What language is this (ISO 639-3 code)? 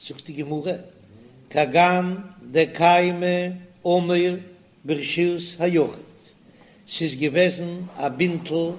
yid